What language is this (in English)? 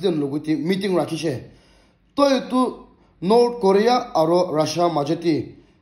Naga Pidgin